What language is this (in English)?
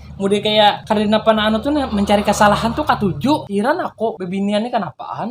Banjar